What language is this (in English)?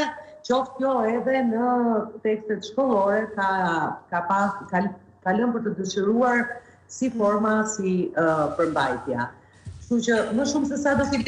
Albanian